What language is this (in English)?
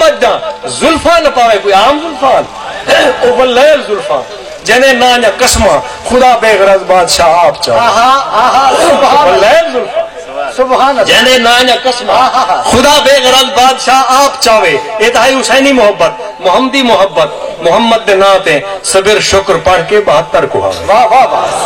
Saraiki